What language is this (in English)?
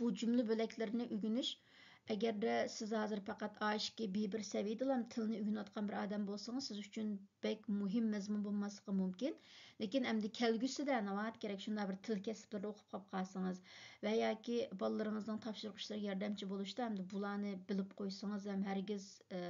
Uyghur